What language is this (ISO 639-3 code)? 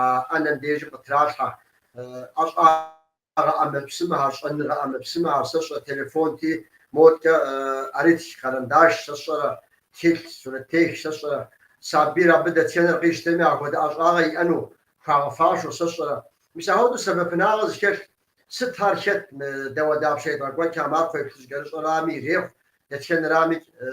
kbd